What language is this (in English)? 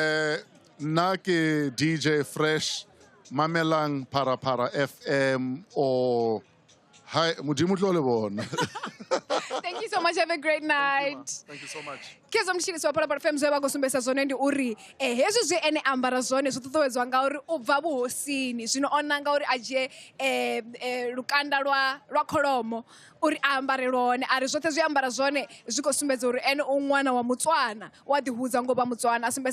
Venda